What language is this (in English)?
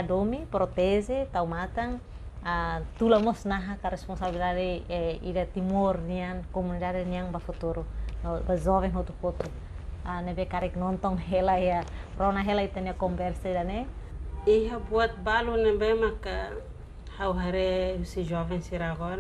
Tetum